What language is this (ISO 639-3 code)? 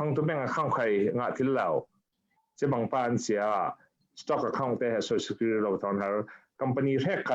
cfm